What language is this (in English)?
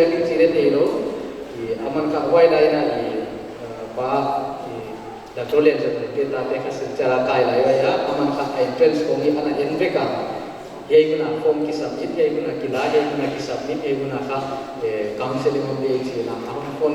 Paite Chin